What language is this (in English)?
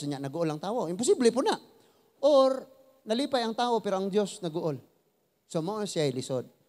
Cebuano